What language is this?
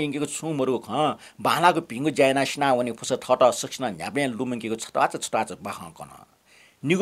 Newari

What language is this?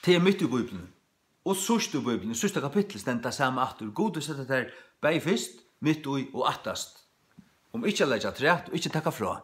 Faroese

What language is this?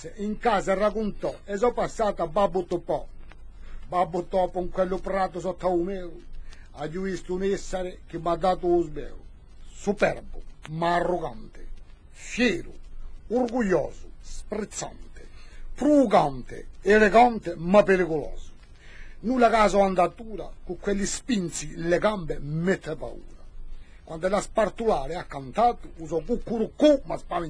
Corsican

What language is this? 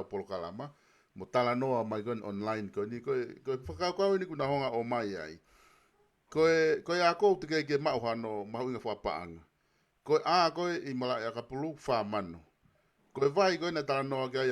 Tongan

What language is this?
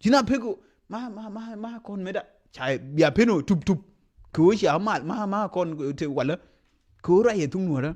Nuer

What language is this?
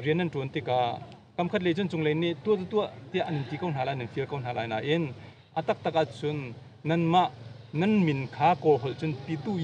Hakha Chin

